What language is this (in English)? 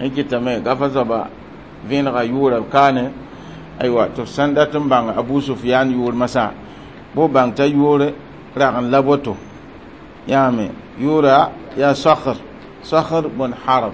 Mossi